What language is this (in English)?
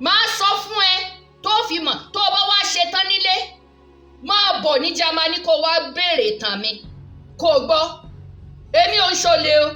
Yoruba